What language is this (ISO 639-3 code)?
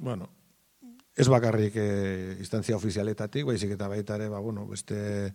eus